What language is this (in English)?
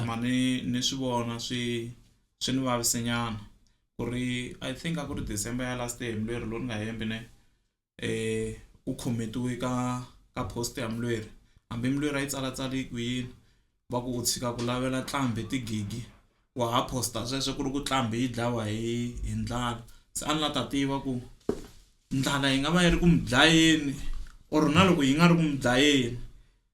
Tsonga